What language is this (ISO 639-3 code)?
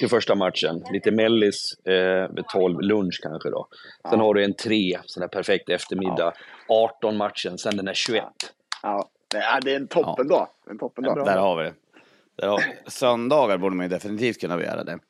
swe